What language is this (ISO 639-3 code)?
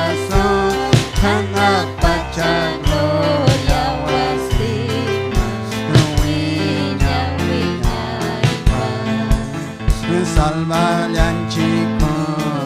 quy